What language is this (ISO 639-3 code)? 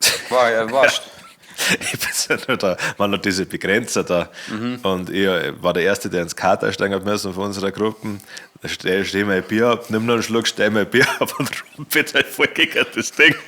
bar